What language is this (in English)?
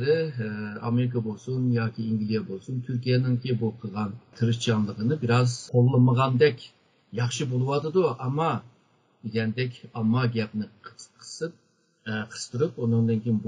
Uyghur